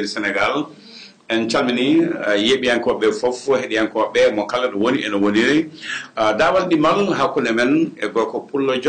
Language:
Fula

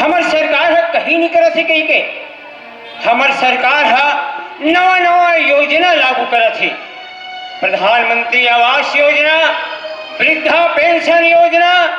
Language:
Chhattisgarhi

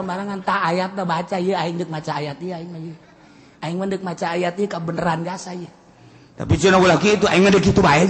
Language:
Sundanese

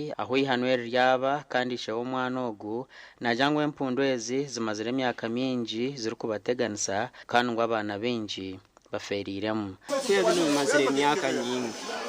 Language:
Nyankole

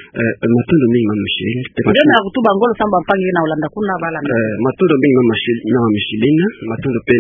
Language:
Kituba (Democratic Republic of Congo)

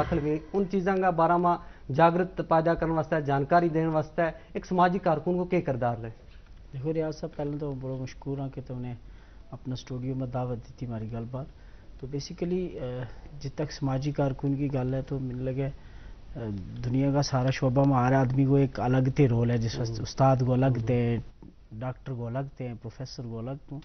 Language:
Gujari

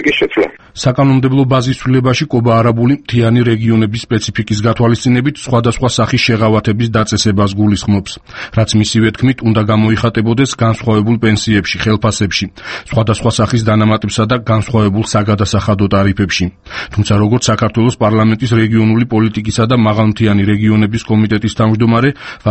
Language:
Georgian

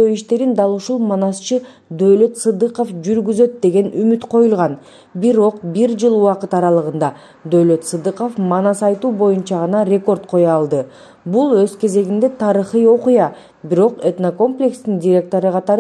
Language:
Kyrgyz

